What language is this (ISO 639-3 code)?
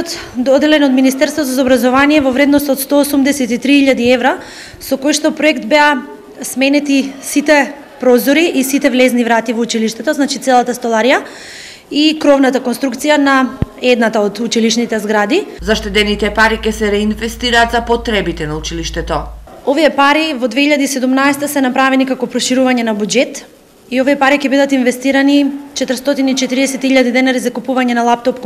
mkd